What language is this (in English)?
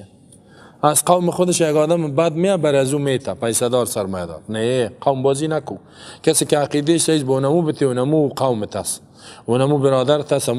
Persian